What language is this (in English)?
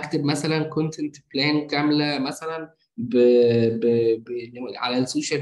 Egyptian Arabic